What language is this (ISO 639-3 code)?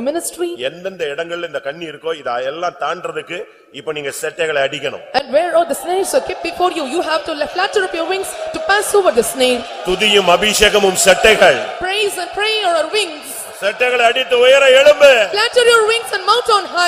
tam